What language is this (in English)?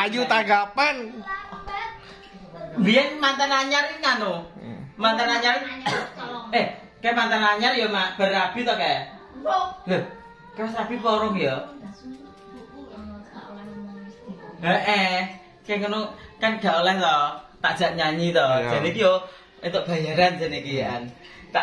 Javanese